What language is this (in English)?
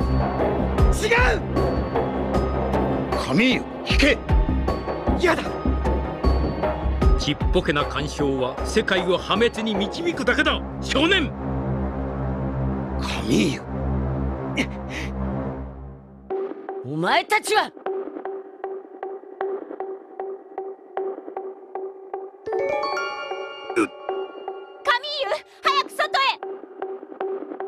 Japanese